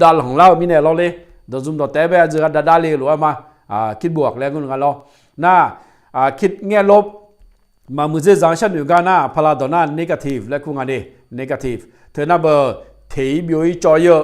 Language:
Akha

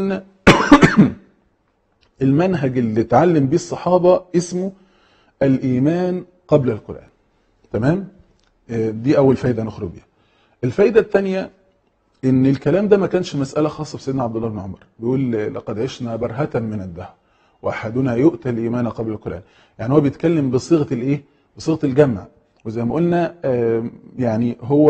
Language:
Egyptian Arabic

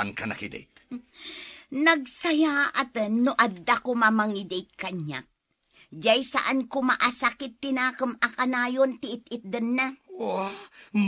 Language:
Iloko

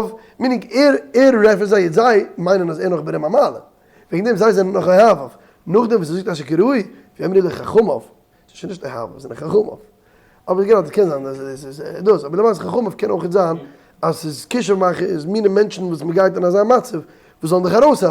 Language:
Yiddish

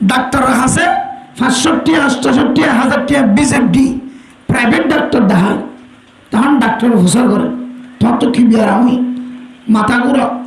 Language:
Rohingya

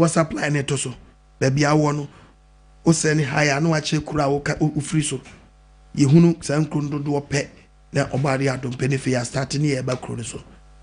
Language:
Akan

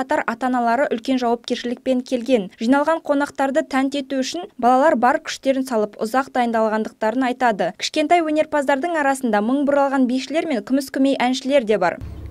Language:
Kazakh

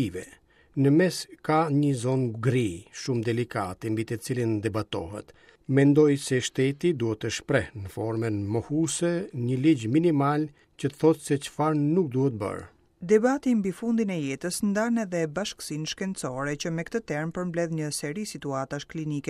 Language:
Albanian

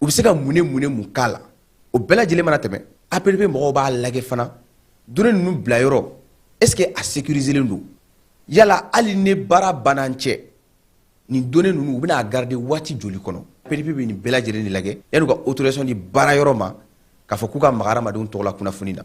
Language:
Bambara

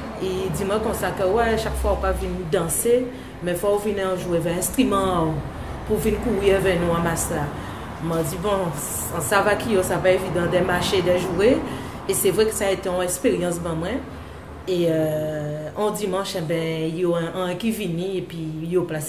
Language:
Guadeloupean Creole French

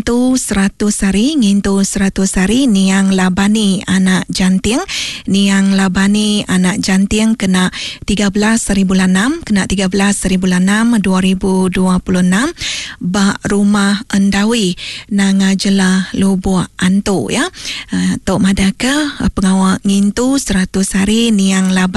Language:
Iban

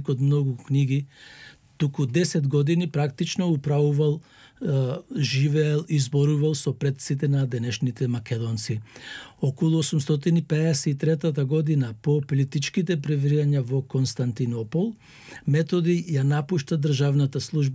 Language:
Macedonian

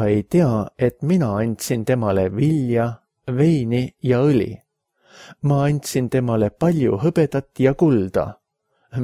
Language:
Estonian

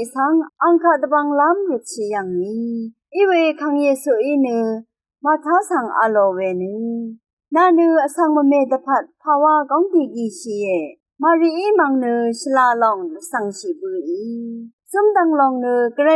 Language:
Rawang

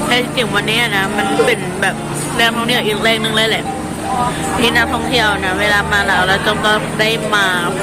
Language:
Lao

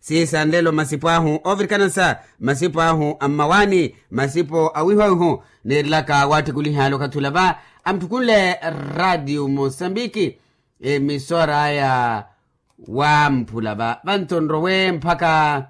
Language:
Makhuwa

